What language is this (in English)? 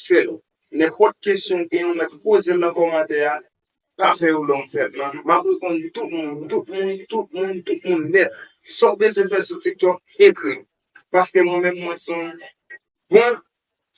Haitian Creole